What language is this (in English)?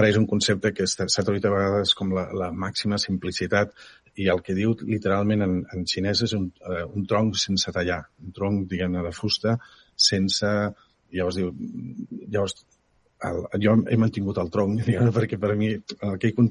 Catalan